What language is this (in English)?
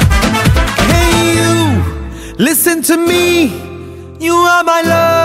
Bangla